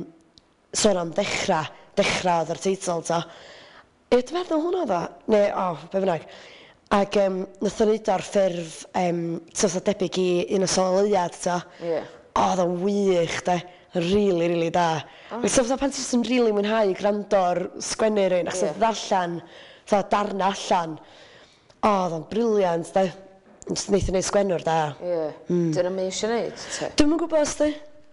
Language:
Welsh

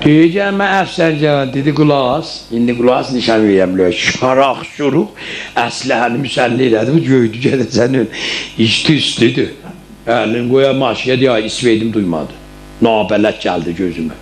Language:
South Azerbaijani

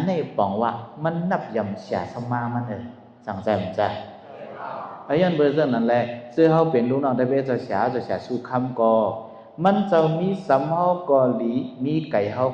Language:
Shan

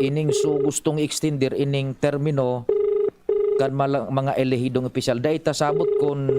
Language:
Bikol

